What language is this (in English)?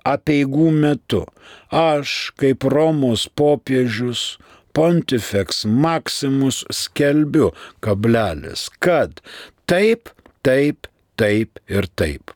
Lithuanian